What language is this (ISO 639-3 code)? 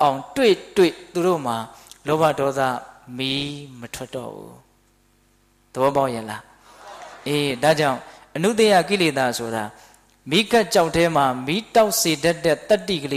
mya